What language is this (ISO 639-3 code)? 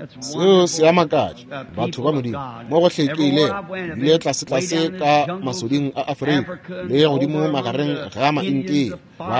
nso